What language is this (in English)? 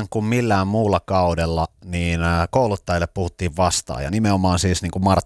Finnish